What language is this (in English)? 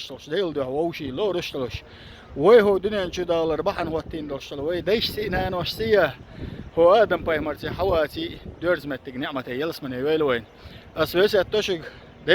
Chechen